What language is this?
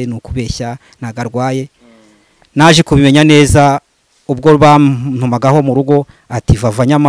Kinyarwanda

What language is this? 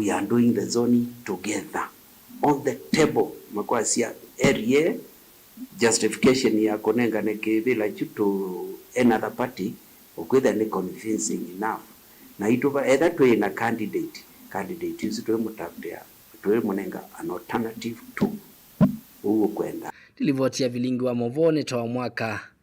Kamba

